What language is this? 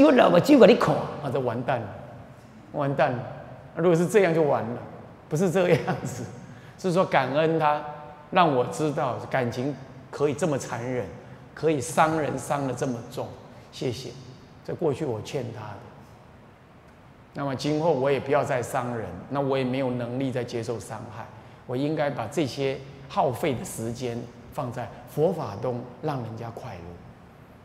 Chinese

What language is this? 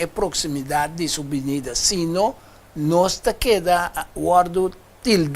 Papiamento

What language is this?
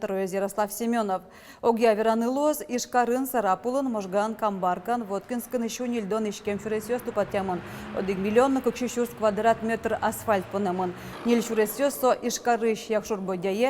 Udmurt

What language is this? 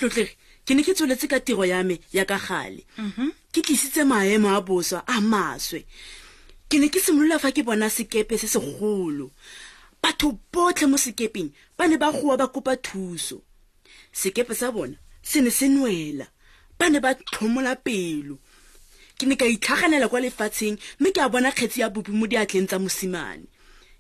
Tswana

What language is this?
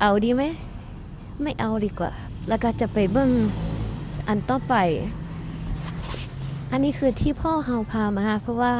Lao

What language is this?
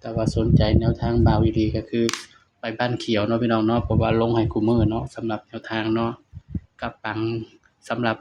Northeastern Thai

